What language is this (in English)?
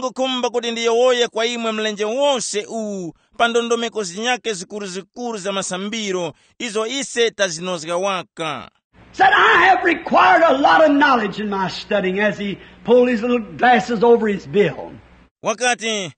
Tumbuka